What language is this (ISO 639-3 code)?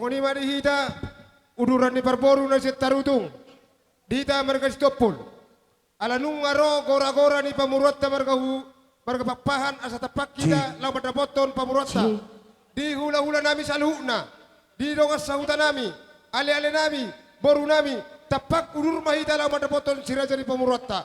bbc